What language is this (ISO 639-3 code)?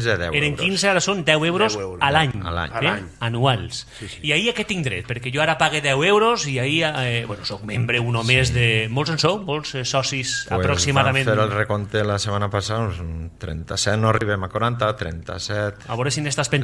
cat